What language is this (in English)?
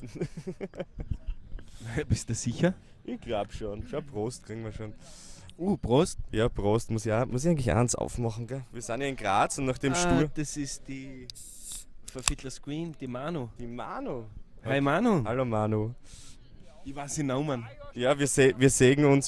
Bavarian